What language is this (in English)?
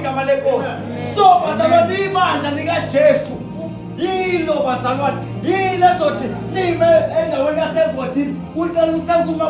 Zulu